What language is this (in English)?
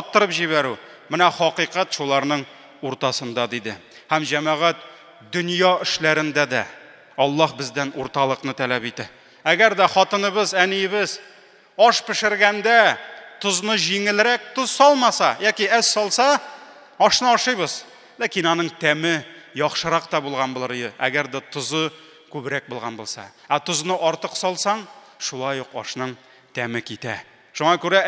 Tatar